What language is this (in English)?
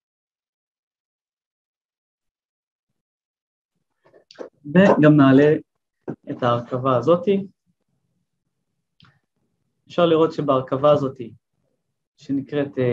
Hebrew